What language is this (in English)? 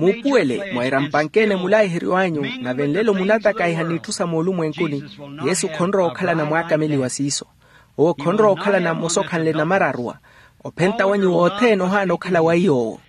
Makhuwa